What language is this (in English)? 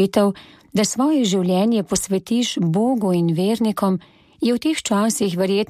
Slovenian